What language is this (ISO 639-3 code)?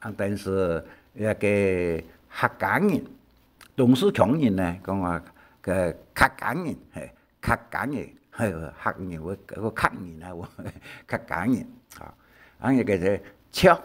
hak